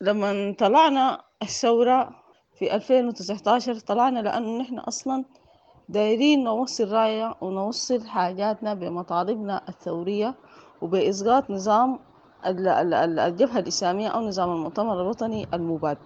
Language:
Sudanese Arabic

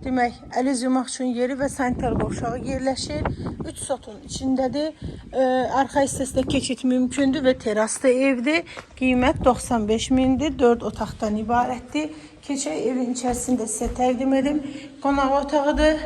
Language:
Azerbaijani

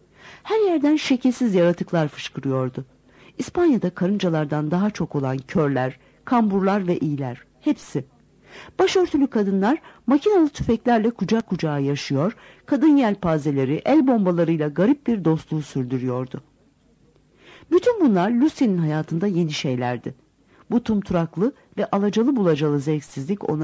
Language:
Turkish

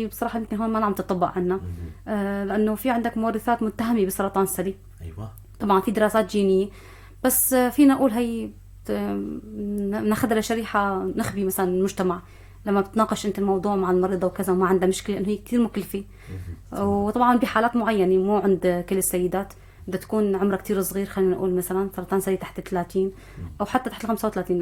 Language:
North Levantine Arabic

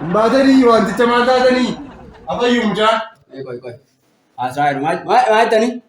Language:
Oromo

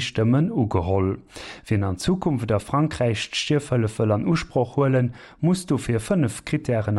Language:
Luxembourgish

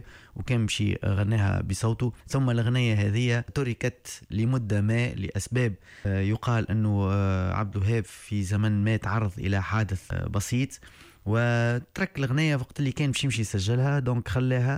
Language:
Tunisian Arabic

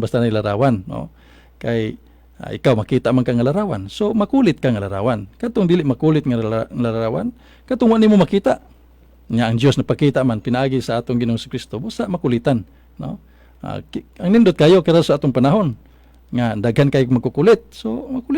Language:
Cebuano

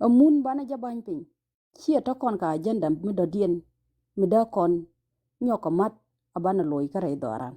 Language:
Nuer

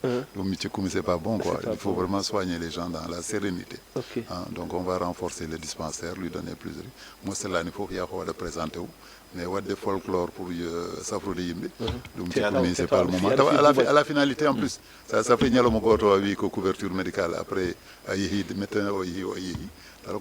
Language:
Fula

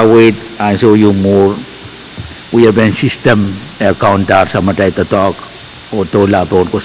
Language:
Pohnpeian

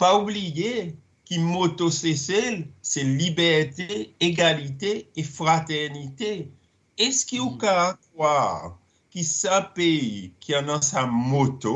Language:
Seselwa Creole French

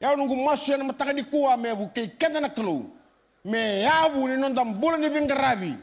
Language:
Fijian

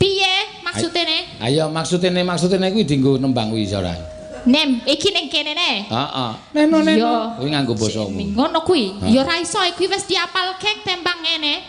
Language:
Javanese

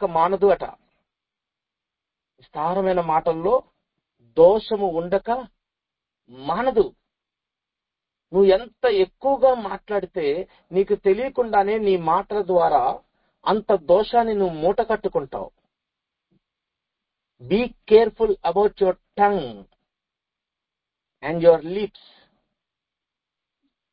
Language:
Telugu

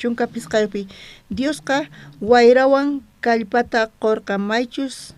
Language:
South Bolivian Quechua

